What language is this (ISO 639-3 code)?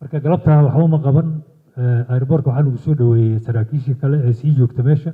som